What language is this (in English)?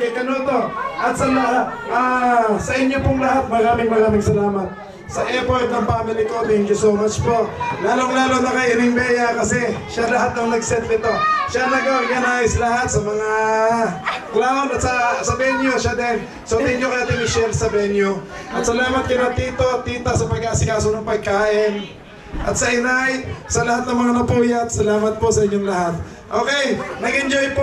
Filipino